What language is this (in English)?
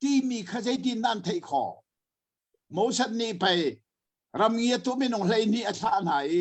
Hakha Chin